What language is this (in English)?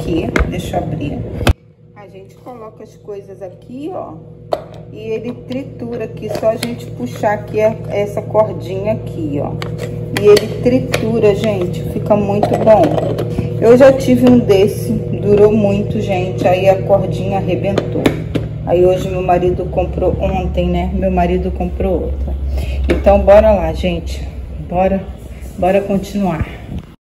Portuguese